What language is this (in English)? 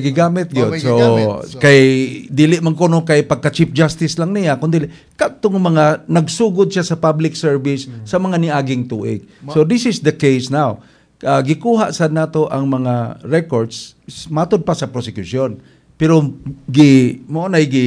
Cebuano